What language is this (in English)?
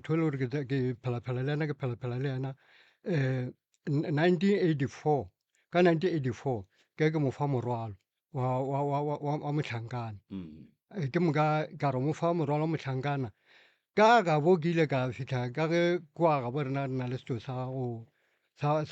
Northern Sotho